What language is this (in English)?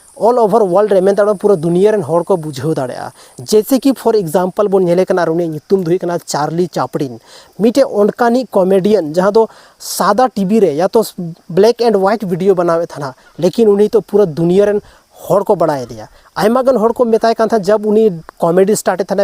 Santali